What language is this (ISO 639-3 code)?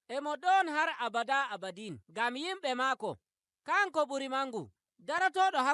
fuv